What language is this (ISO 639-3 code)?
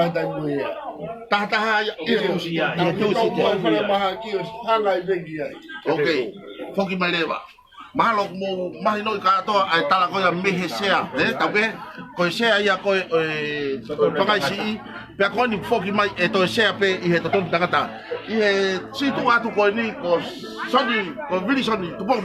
ton